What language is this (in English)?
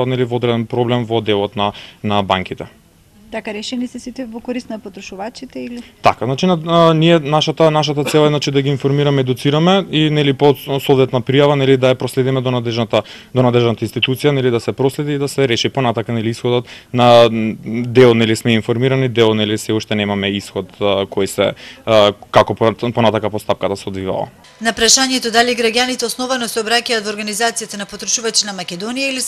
Macedonian